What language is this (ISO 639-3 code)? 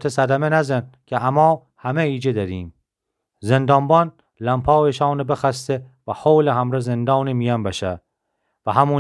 glk